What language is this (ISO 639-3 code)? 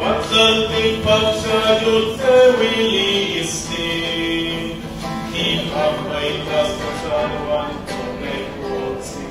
nah